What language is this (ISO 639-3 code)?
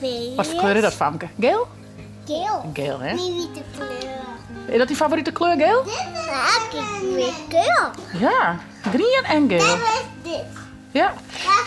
fry